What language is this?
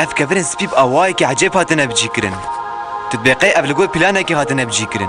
Kurdish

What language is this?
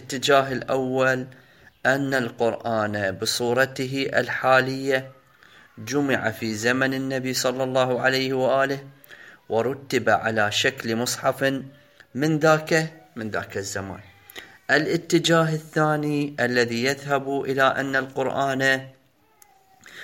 Arabic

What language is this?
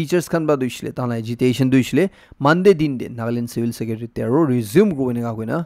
Naga Pidgin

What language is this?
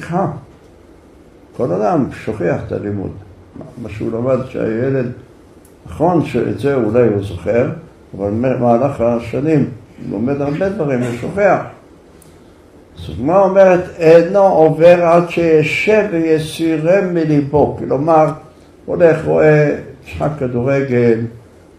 Hebrew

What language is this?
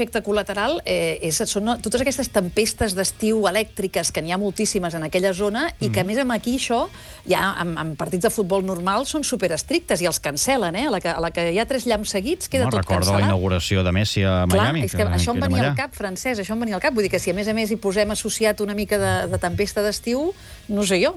Catalan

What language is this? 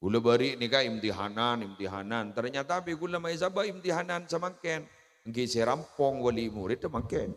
Madurese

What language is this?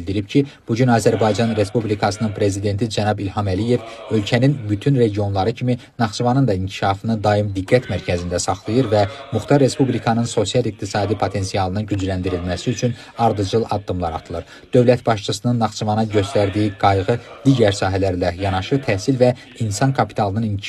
Azerbaijani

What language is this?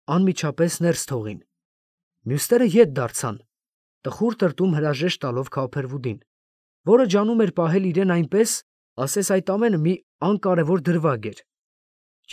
Armenian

